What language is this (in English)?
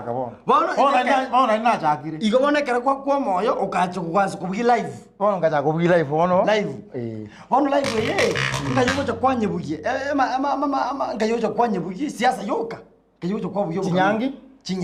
Gusii